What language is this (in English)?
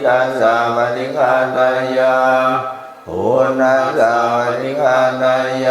Pali